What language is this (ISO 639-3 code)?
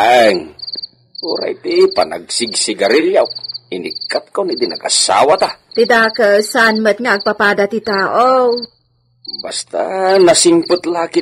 ilo